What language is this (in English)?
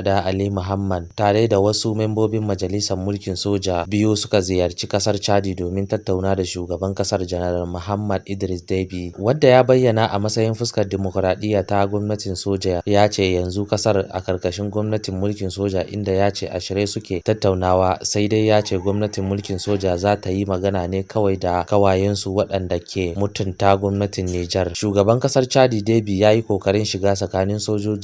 Hausa